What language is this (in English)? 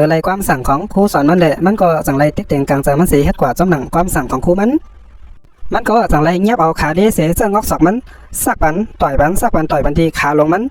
Shan